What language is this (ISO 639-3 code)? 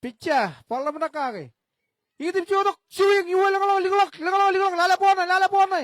mah